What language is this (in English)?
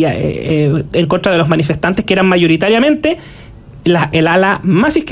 Spanish